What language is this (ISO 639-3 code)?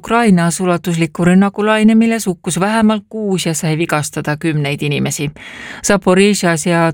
est